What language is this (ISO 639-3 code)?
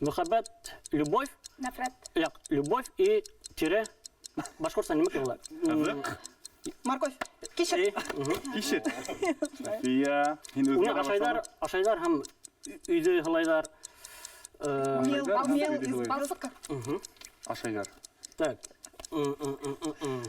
bak